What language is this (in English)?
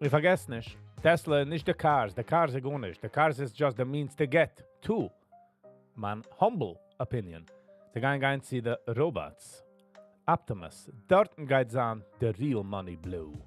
Yiddish